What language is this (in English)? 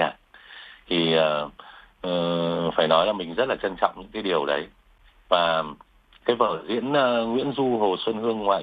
Vietnamese